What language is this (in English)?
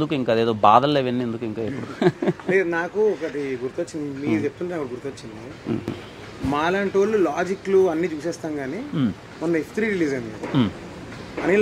Telugu